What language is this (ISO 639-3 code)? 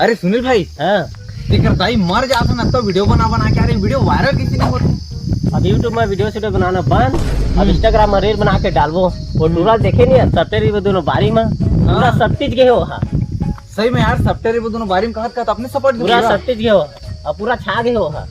hne